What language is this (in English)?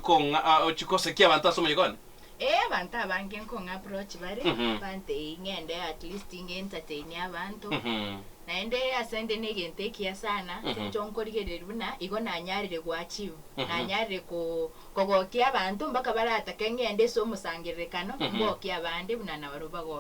Gusii